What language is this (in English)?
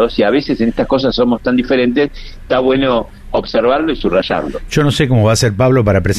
Spanish